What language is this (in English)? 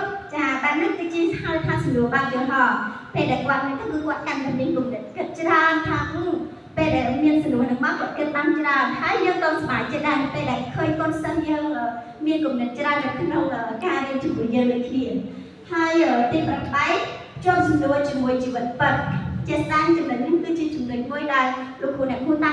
Khmer